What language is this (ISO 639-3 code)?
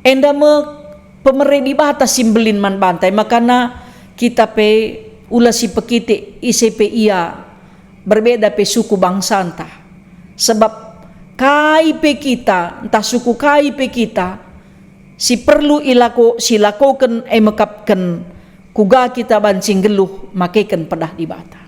btx